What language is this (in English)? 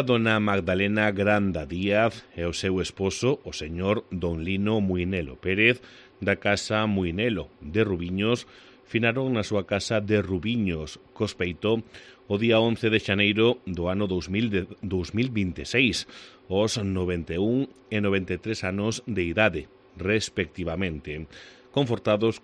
Galician